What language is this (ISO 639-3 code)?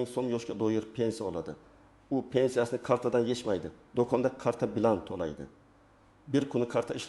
uzb